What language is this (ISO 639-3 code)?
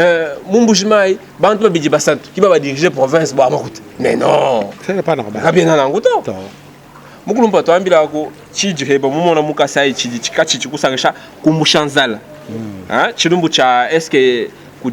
lua